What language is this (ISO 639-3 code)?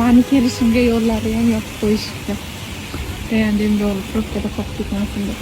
uzb